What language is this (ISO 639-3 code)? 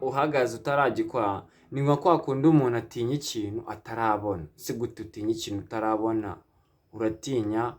kin